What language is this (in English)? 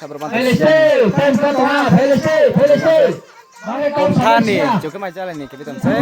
Riang (India)